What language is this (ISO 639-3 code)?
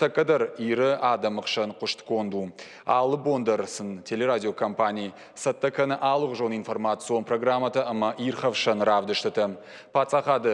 oss